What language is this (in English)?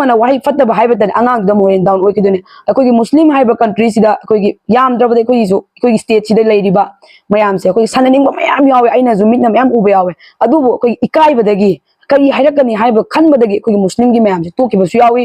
Manipuri